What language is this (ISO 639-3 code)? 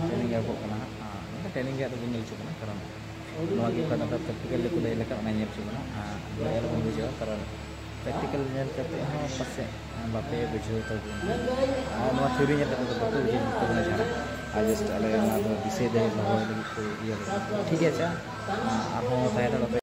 sat